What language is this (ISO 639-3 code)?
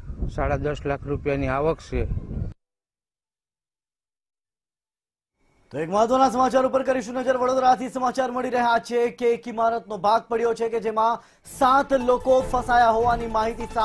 guj